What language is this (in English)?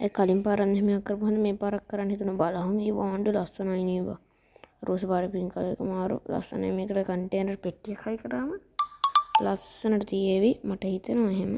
Sinhala